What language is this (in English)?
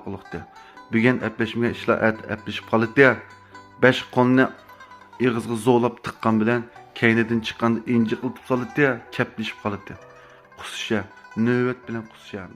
Uyghur